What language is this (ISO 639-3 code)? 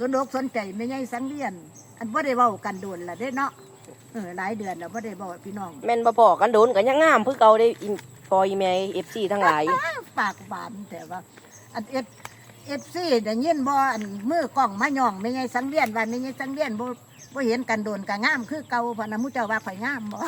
tts